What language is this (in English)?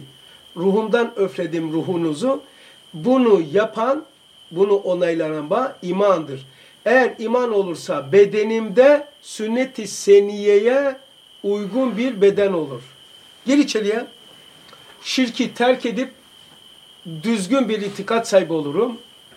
Turkish